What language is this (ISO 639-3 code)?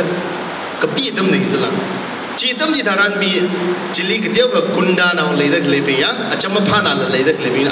nmf